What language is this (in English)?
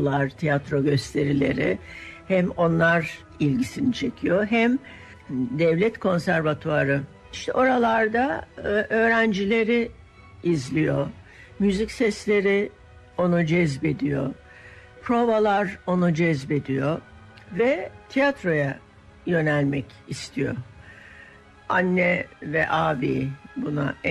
Turkish